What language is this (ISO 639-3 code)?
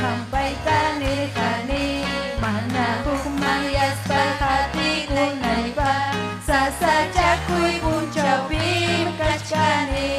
quy